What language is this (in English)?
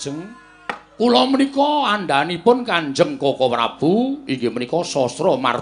Javanese